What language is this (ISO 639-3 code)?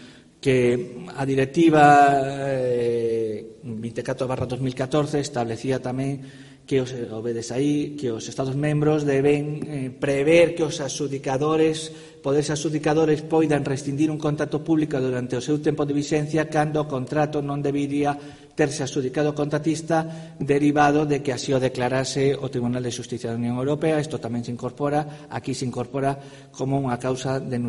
glg